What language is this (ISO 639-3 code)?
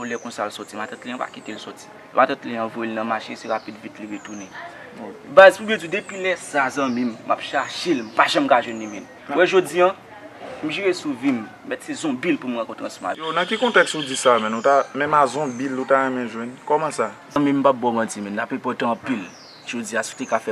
hat